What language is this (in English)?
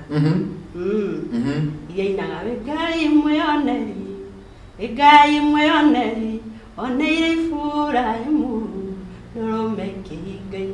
Kikuyu